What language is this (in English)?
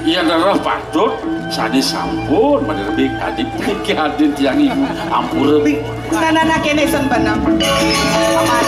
Balinese